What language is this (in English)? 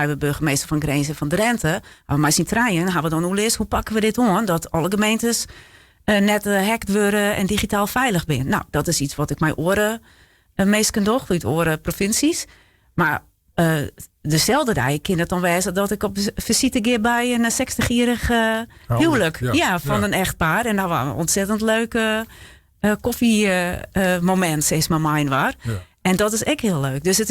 Western Frisian